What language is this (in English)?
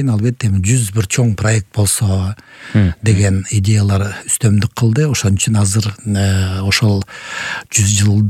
Kyrgyz